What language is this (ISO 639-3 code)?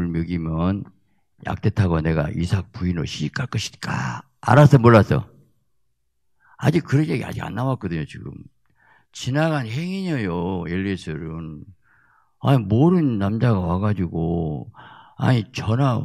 kor